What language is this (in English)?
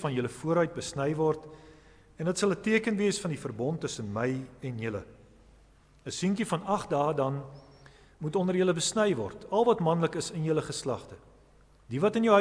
Afrikaans